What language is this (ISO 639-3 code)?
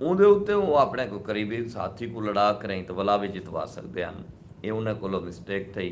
skr